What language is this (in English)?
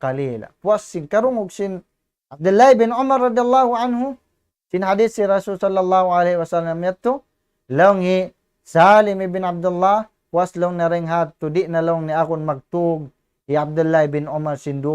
Tausug